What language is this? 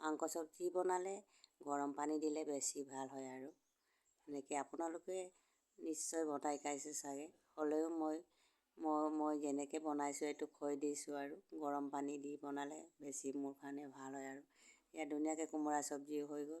Assamese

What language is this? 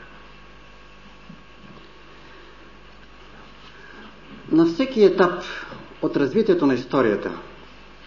Bulgarian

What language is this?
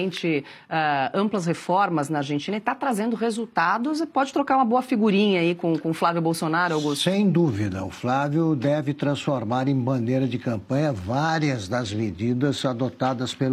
Portuguese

